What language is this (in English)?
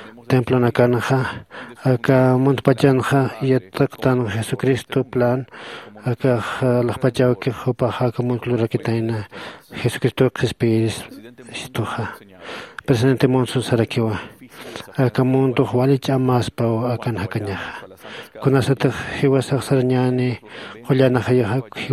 Aymara